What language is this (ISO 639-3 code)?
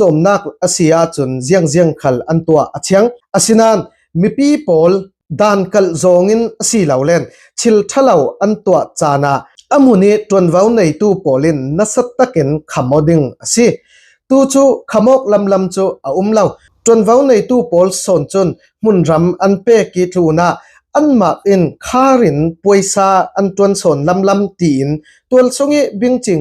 cfm